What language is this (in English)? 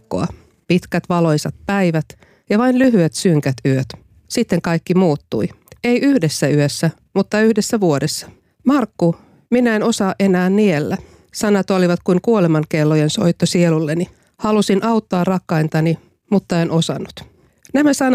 Finnish